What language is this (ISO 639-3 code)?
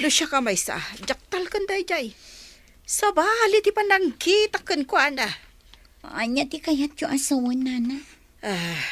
ilo